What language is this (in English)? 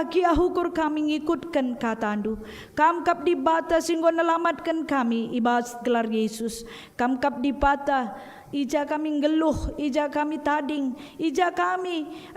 Batak Karo